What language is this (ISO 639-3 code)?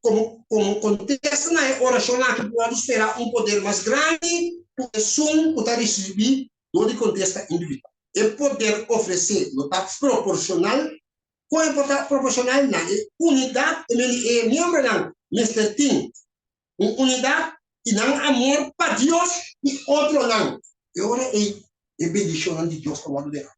pap